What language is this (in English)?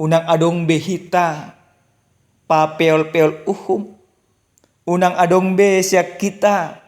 Batak Toba